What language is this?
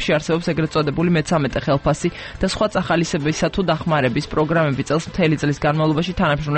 Georgian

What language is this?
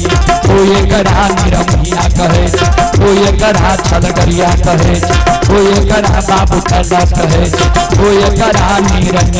Maithili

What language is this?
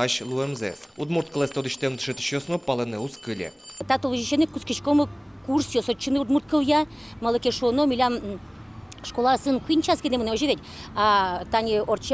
Udmurt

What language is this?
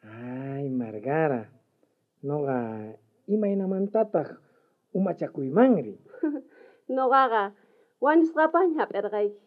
South Bolivian Quechua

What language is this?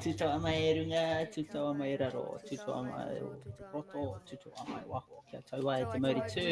Māori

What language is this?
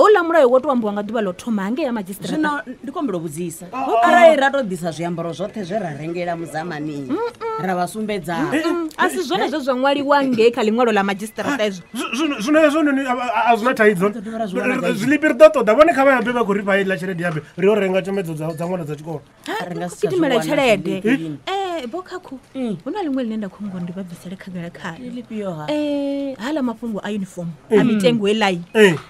Venda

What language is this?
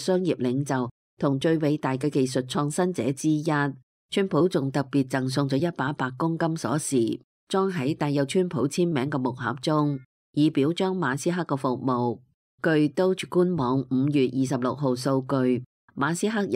Cantonese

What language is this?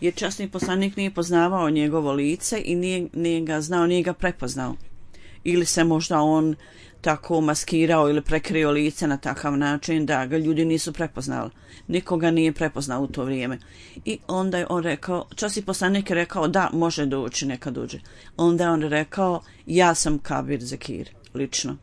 Bosnian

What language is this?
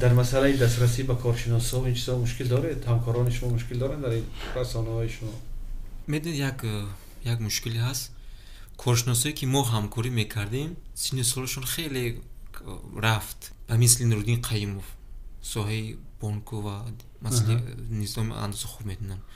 Tajik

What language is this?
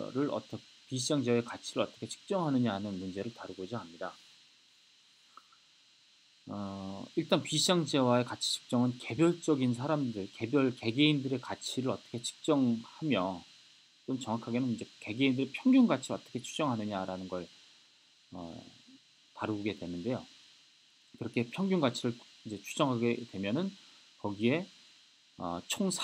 Korean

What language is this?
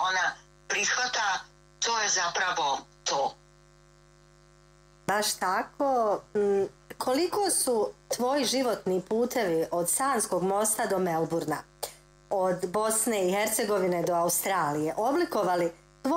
Bosnian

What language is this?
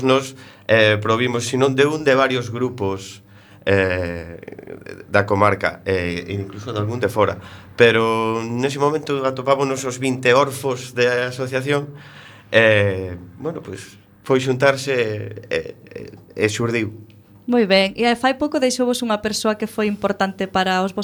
Galician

